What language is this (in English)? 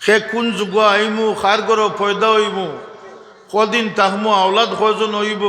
Sylheti